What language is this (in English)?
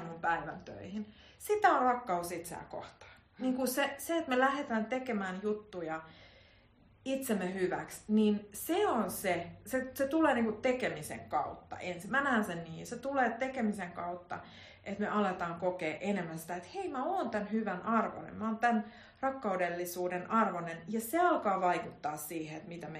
Finnish